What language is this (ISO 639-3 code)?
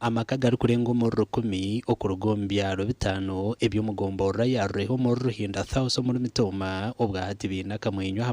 nyn